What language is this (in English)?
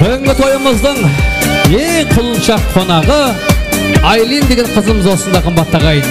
Kara-Kalpak